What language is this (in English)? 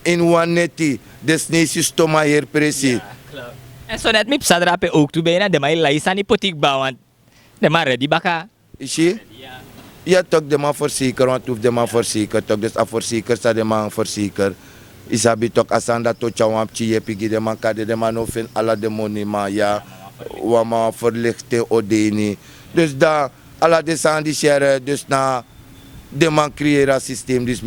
Sranan Tongo